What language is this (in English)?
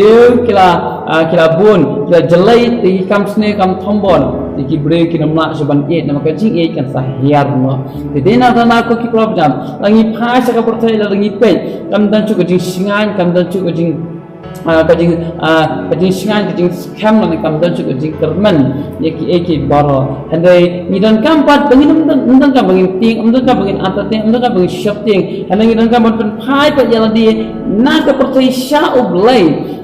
Khasi